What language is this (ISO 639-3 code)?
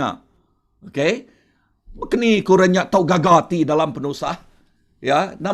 iba